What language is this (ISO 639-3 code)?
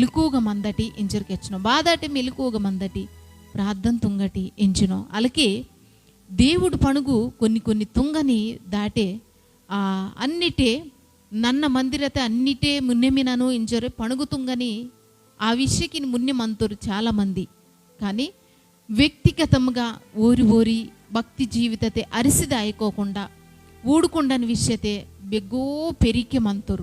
kff